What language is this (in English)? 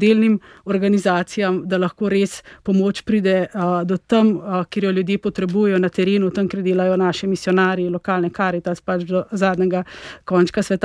Slovenian